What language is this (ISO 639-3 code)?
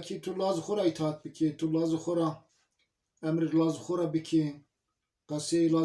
zza